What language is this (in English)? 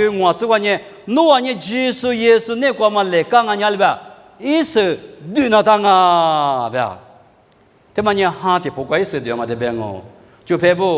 Lisu